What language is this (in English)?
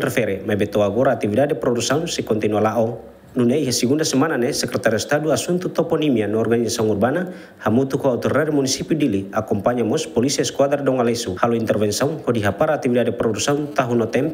Tetum